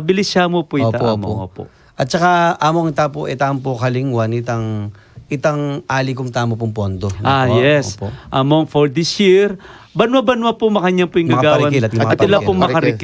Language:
Pampanga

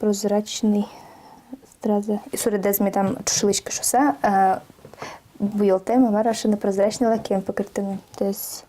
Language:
Udmurt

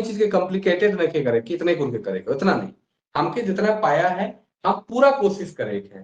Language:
Sadri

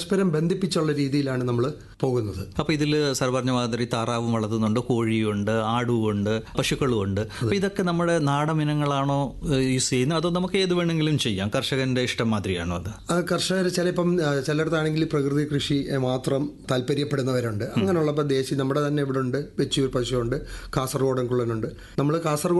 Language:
Malayalam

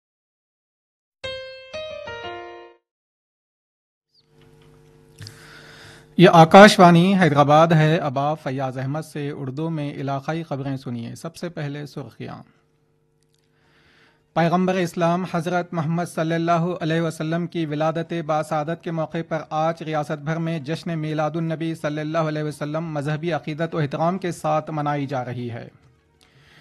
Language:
Urdu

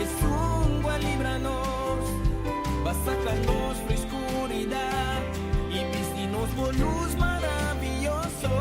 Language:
Papiamento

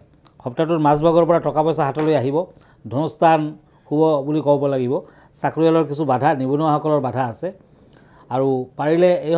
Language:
Assamese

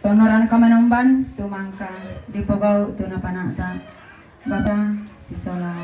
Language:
Toraja-Sa'dan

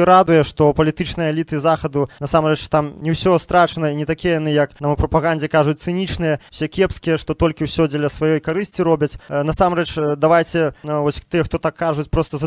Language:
Belarusian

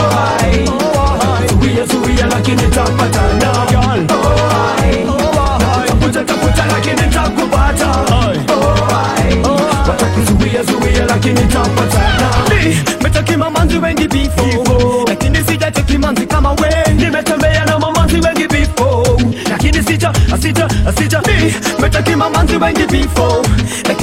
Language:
Swahili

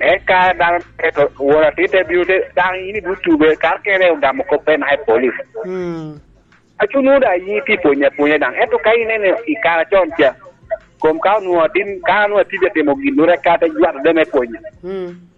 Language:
Lango (Uganda)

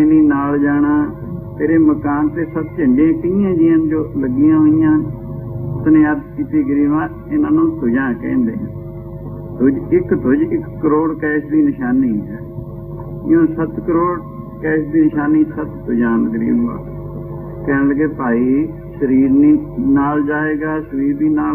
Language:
Punjabi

